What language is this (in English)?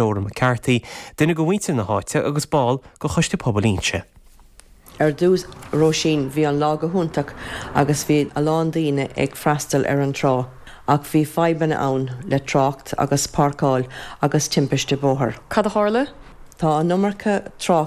Irish